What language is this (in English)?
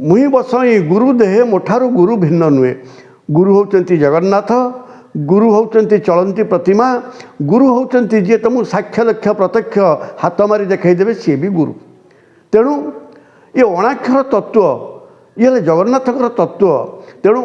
Odia